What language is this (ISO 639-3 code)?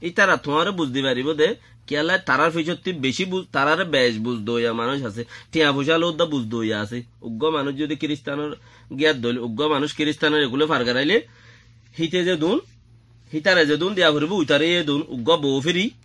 rhg